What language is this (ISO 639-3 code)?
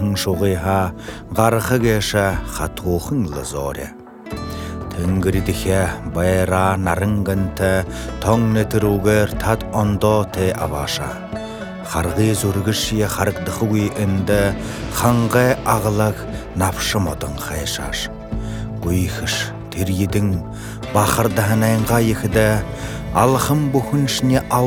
bua